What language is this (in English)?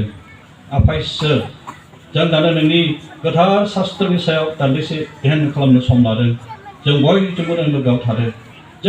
Bodo